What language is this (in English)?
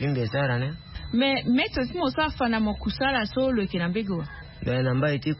Sango